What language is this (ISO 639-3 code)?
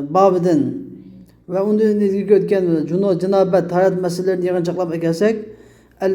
uig